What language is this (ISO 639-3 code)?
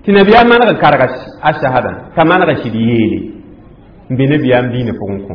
mos